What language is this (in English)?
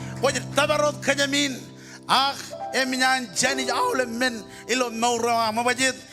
Marshallese